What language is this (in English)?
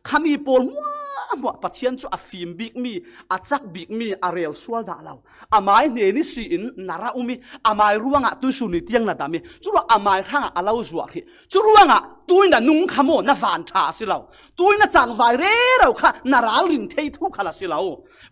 Falam Chin